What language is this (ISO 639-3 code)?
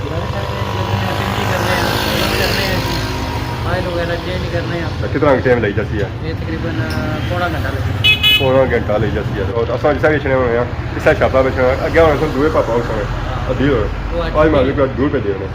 phr